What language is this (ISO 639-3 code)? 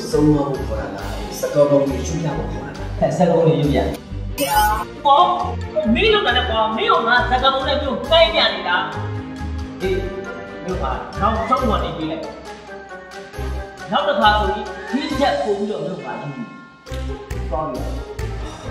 mya